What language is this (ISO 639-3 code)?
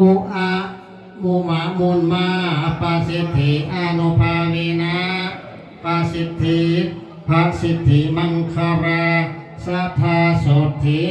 tts